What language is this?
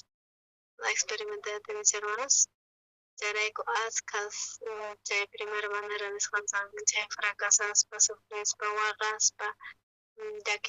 South Bolivian Quechua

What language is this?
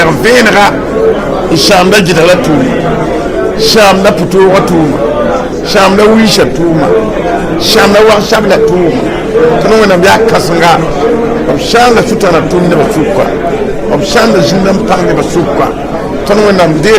Mossi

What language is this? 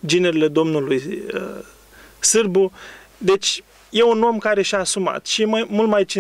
Romanian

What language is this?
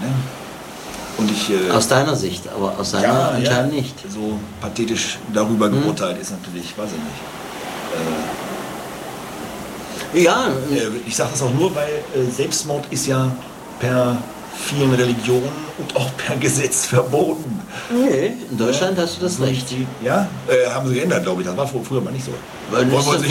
German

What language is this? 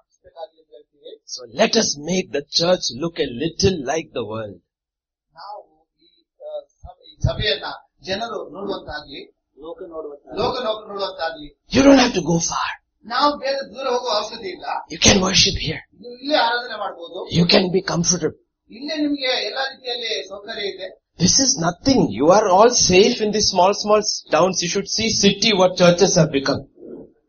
Kannada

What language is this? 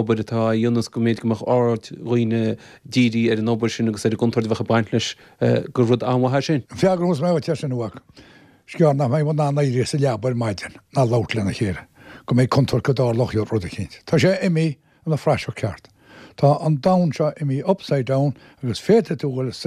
Irish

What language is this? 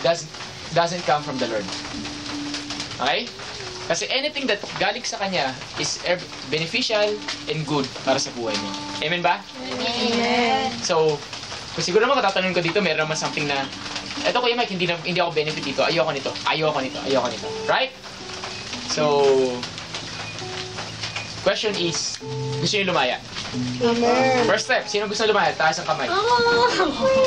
Filipino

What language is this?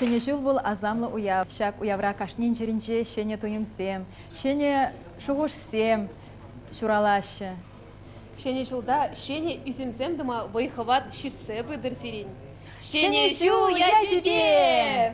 Chuvash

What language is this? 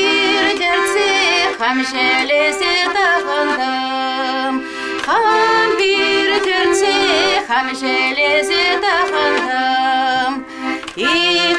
Chuvash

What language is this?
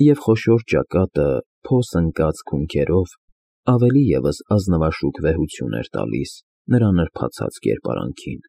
Armenian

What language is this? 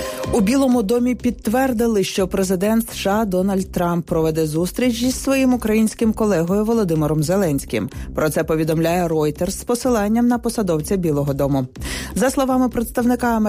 Ukrainian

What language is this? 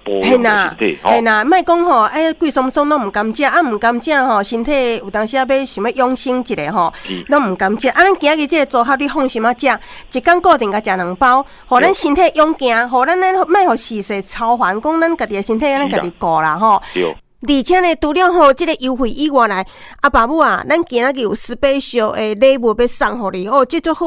Min Nan Chinese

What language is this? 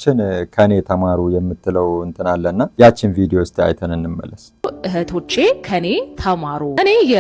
Amharic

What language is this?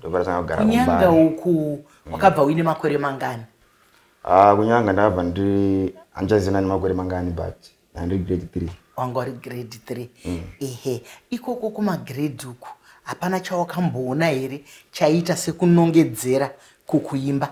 Shona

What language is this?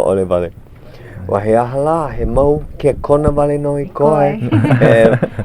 Hawaiian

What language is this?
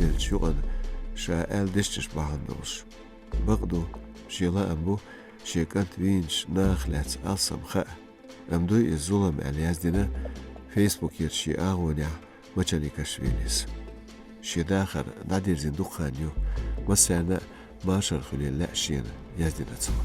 Chechen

